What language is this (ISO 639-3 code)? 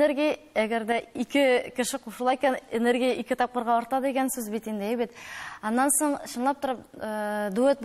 tat